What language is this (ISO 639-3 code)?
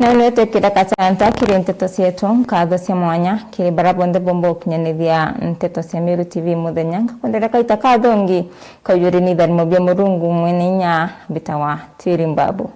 mer